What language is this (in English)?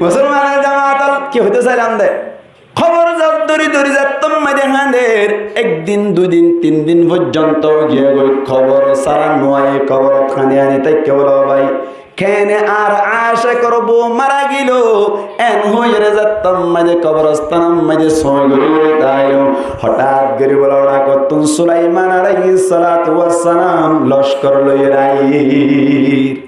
Rohingya